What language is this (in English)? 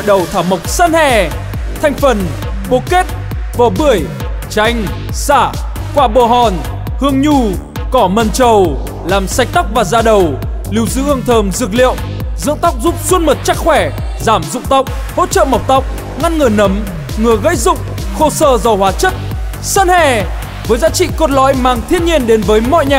Vietnamese